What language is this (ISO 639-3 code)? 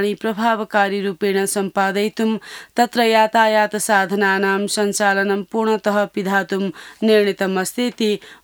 san